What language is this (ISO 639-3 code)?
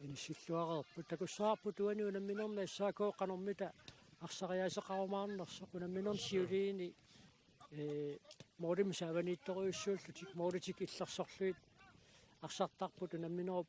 kal